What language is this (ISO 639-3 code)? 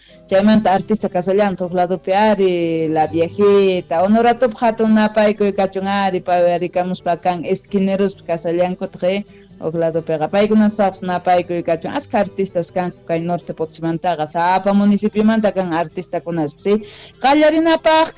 quh